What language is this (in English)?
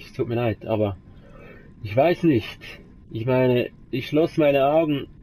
Swiss German